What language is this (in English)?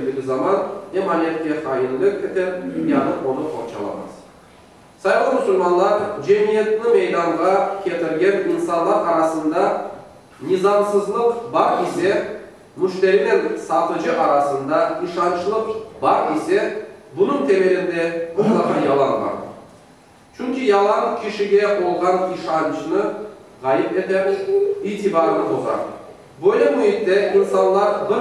Crimean Tatar